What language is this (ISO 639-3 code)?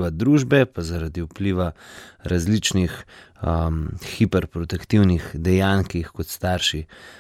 slv